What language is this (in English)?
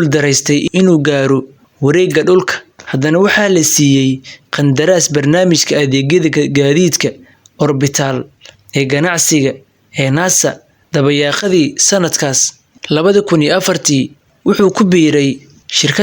Somali